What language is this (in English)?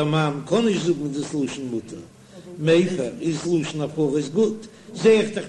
Yiddish